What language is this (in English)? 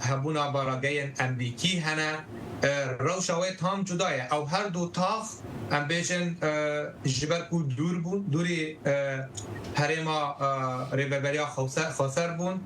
Kurdish